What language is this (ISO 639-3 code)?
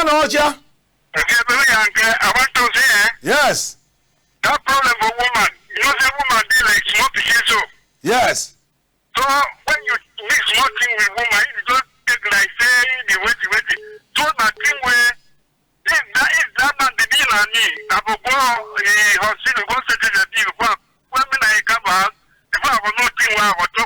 wes